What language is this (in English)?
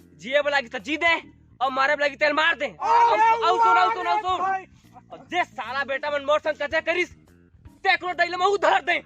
Chhattisgarhi